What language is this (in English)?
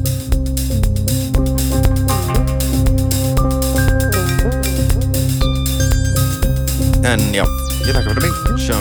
Icelandic